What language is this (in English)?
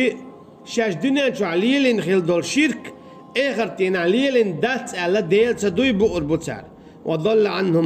Chechen